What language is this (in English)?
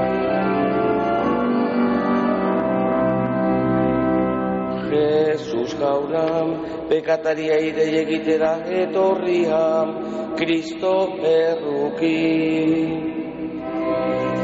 Basque